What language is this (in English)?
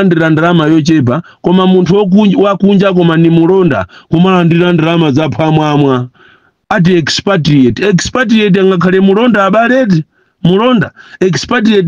Nyanja